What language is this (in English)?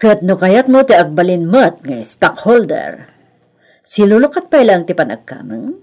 Iloko